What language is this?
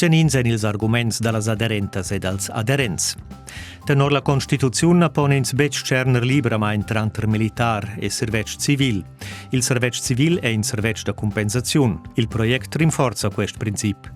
Romansh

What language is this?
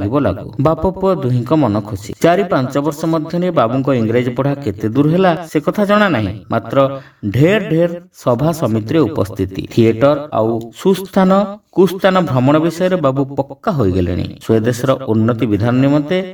Odia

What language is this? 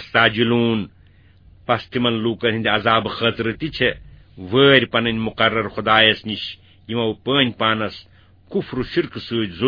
Kashmiri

